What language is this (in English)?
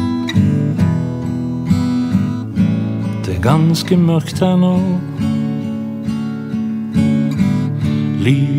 Norwegian